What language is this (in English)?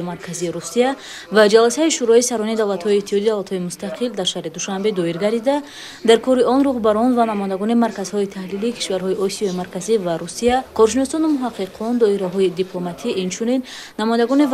Tajik